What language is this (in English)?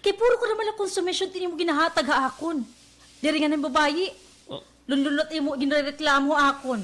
Waray